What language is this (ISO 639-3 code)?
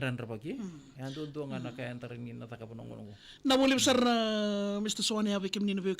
fij